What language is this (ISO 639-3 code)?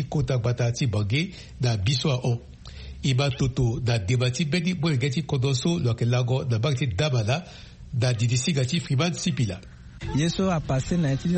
sag